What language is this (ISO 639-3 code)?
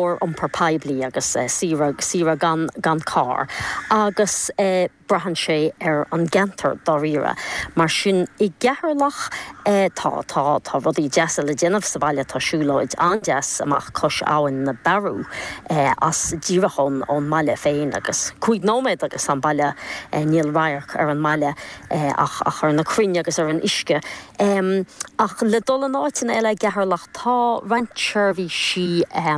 gle